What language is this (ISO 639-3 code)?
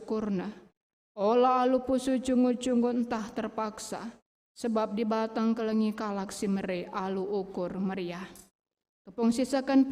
btx